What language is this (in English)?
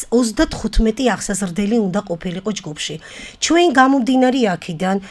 Georgian